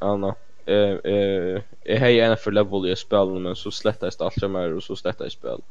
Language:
Faroese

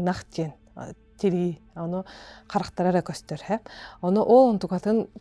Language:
Yakut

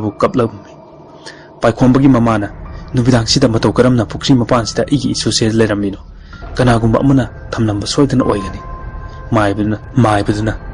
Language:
Manipuri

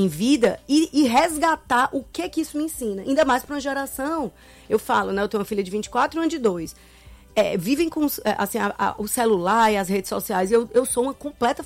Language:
Portuguese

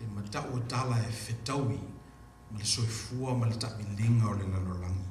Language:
Samoan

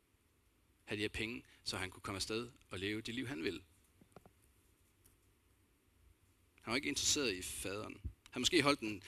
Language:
Danish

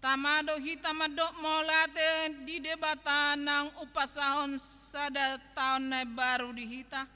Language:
Batak Toba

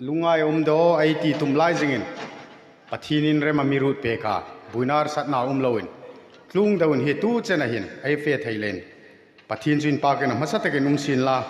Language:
Hmar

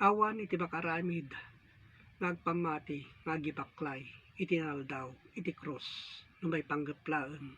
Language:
Iloko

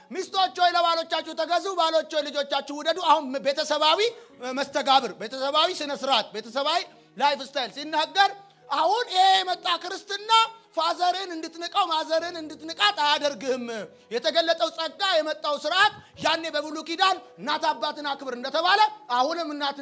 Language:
Amharic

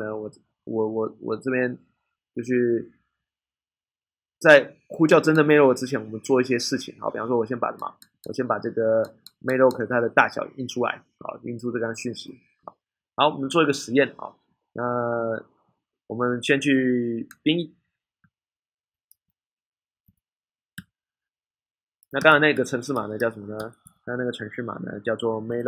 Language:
Chinese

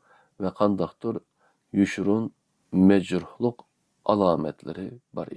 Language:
Uyghur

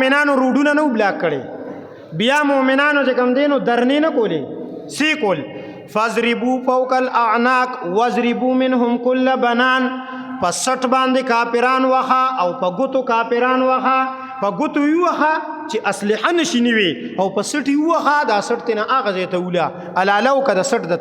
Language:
Pashto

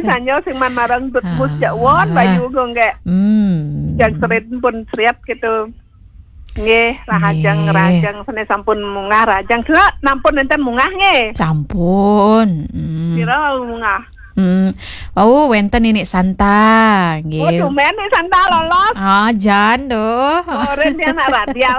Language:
Balinese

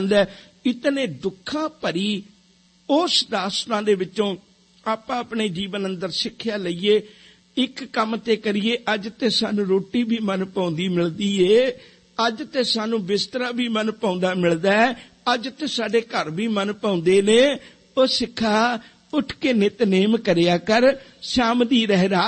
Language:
Punjabi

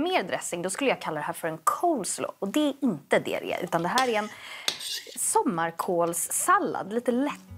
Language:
Swedish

